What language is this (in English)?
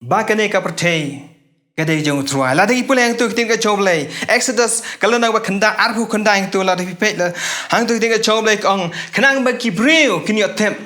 Khasi